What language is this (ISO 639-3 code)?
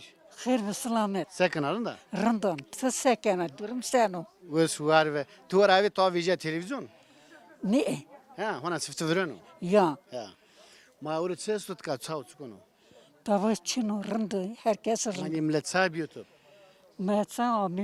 zza